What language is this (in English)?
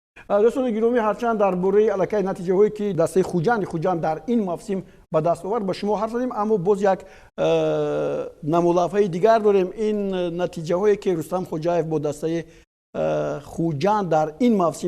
Tajik